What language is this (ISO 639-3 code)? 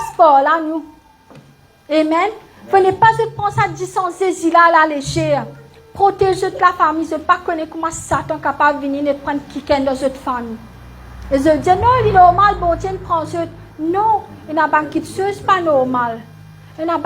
mfe